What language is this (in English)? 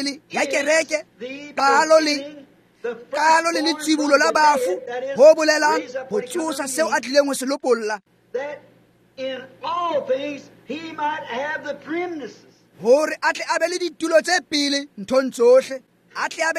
Tswana